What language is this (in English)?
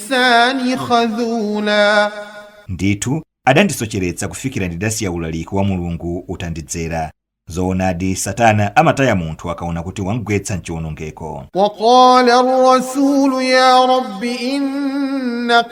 Nyanja